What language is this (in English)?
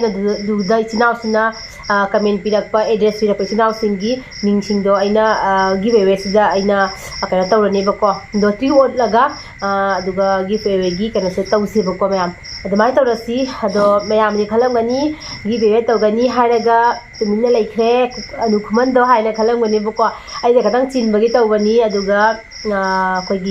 Manipuri